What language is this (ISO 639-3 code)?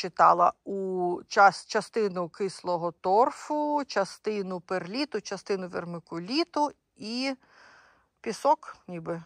ukr